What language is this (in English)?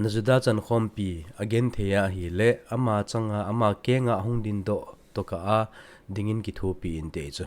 Thado Chin